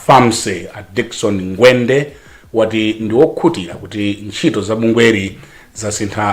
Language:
Nyanja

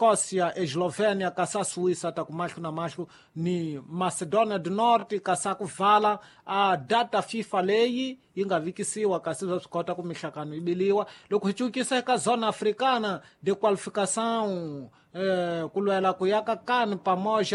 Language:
Tsonga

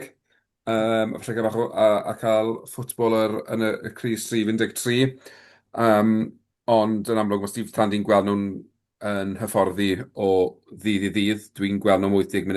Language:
Welsh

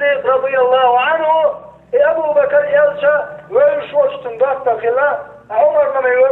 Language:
Chechen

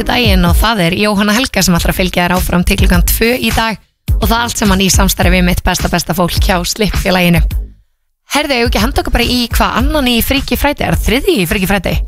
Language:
Icelandic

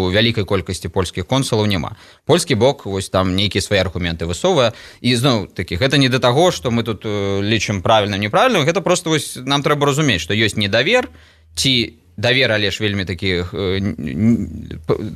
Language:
Belarusian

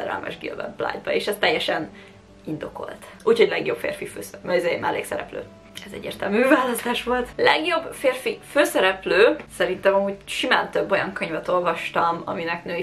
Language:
Hungarian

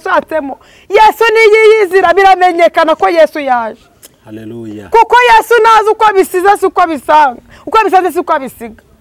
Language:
Kinyarwanda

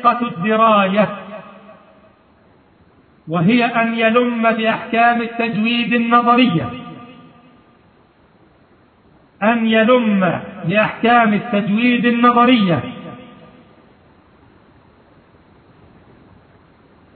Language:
Arabic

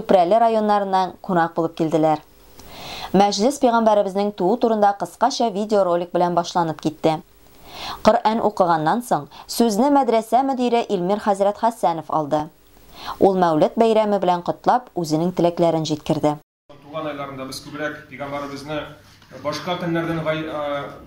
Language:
Tatar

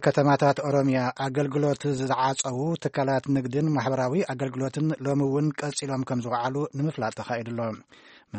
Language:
Tigrinya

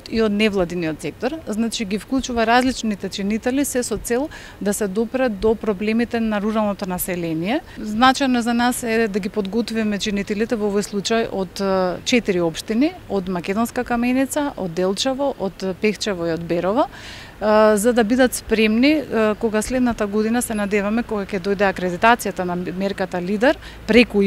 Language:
Macedonian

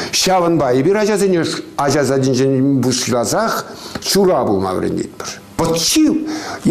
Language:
Chuvash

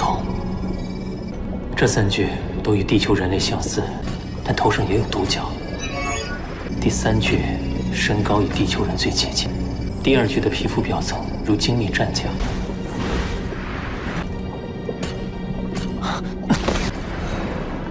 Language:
Chinese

